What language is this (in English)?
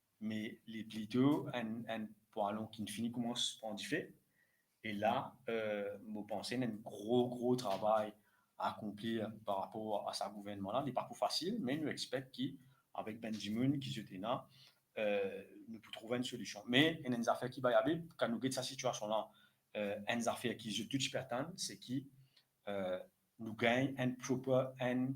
Morisyen